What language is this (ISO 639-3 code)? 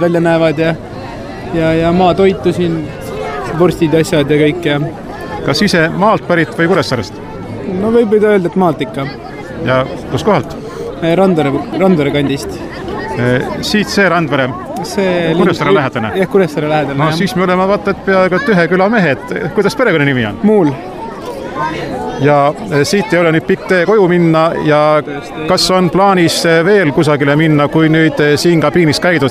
est